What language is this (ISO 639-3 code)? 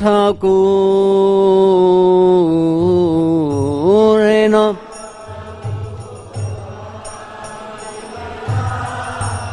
hin